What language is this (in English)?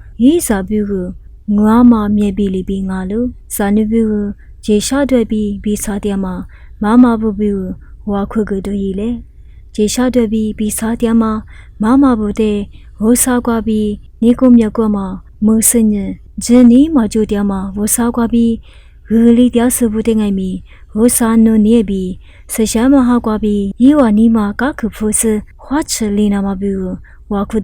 Lisu